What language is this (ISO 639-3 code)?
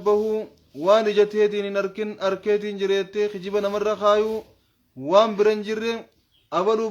orm